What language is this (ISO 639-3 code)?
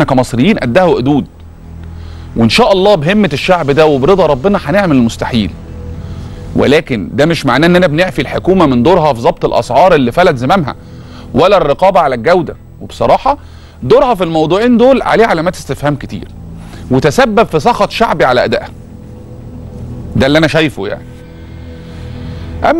arz